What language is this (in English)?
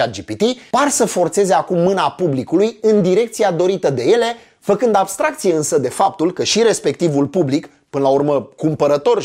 Romanian